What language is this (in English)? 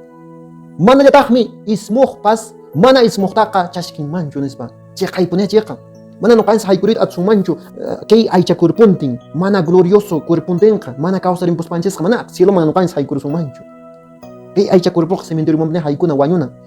Quechua